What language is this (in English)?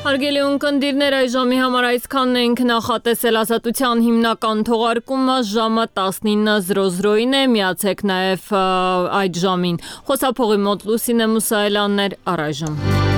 Armenian